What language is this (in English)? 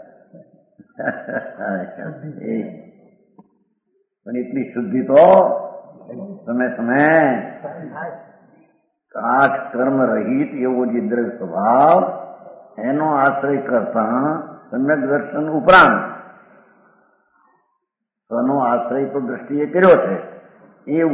Gujarati